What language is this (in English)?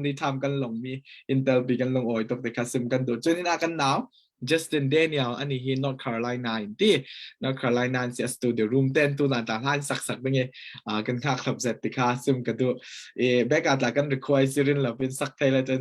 Falam Chin